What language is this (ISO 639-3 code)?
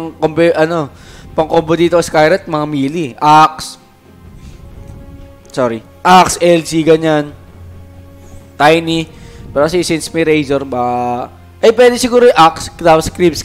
fil